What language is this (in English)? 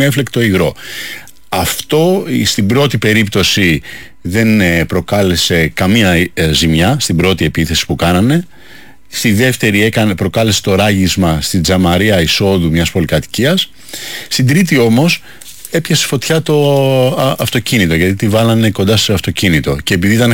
Greek